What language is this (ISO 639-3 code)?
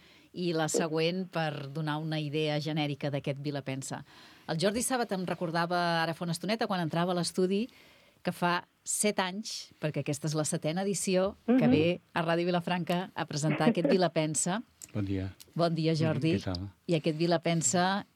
cat